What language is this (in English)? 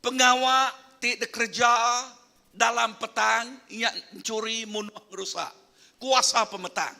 Iban